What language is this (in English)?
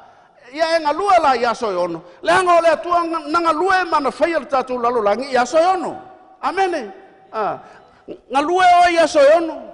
Samoan